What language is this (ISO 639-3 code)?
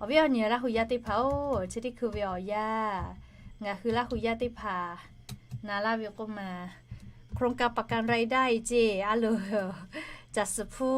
lhu